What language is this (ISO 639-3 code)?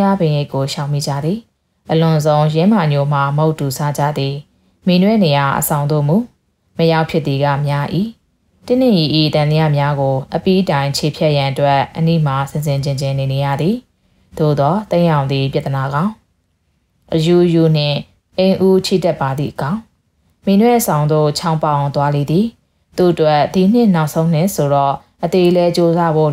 mya